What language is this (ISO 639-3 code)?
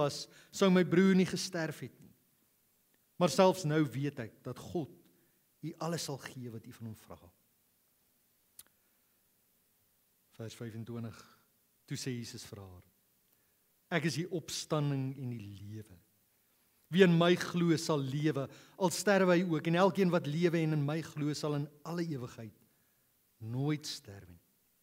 afr